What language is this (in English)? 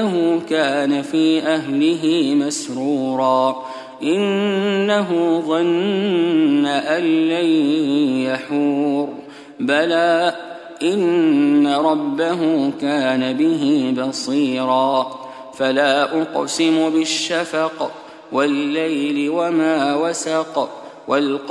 Arabic